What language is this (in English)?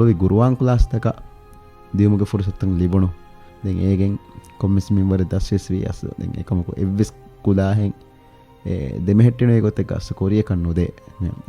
Divehi